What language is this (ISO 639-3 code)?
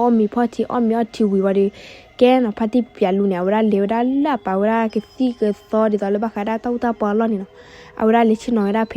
ksw